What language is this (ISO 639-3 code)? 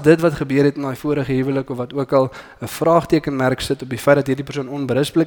afr